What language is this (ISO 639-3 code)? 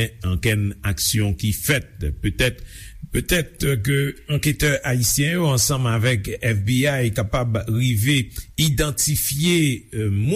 hat